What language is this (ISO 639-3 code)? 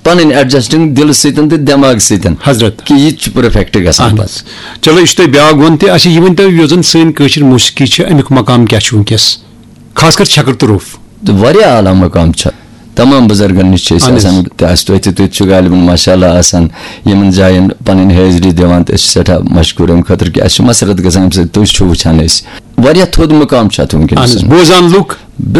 kas